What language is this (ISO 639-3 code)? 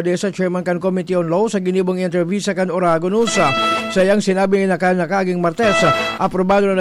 bik